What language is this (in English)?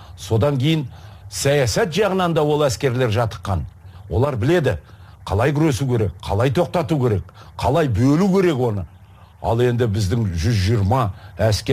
Kyrgyz